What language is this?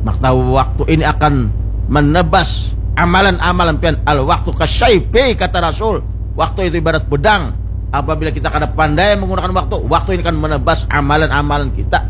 Banjar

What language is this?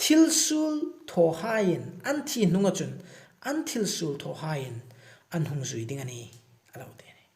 Hmar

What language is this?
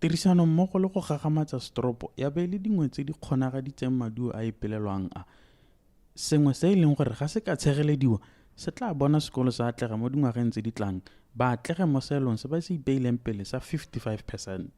Tswana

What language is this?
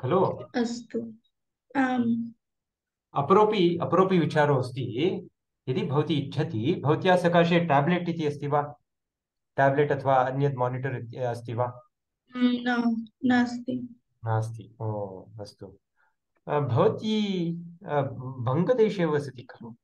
Sanskrit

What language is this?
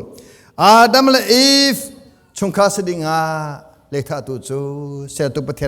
Hakha Chin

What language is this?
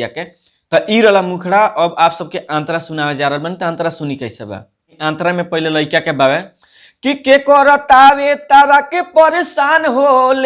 Bhojpuri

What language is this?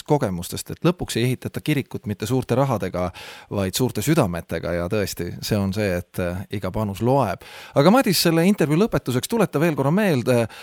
Estonian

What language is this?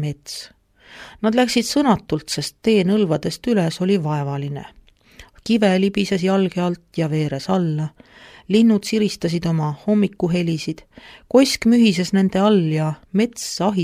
Estonian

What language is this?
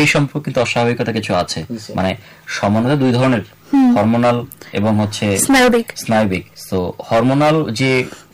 Bangla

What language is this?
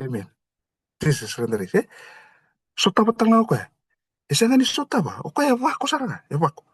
Fijian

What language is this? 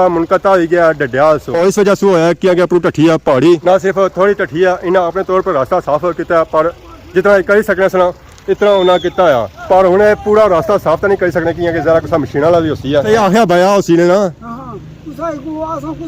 Pahari-Potwari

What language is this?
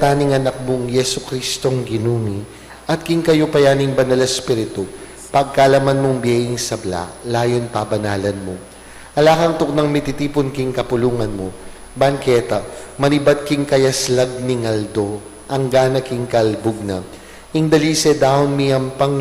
Pampanga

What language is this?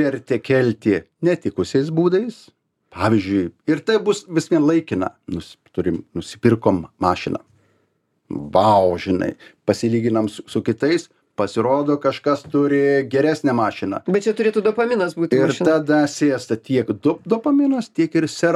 Lithuanian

